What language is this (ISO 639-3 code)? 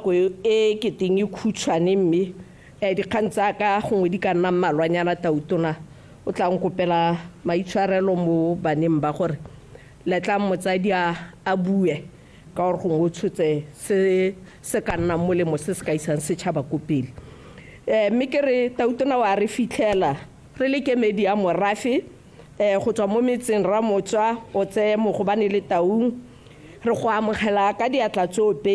tsn